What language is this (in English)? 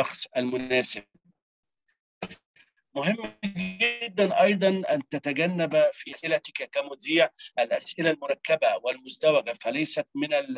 Arabic